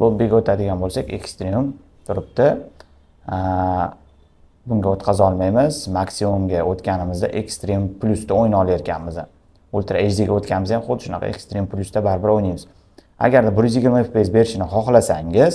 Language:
Uzbek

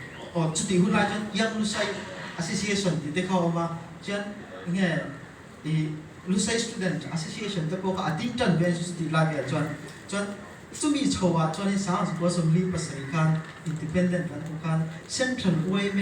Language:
Mizo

